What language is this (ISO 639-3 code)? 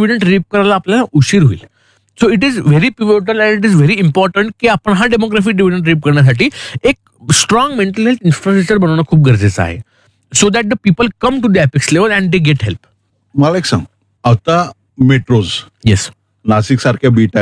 mar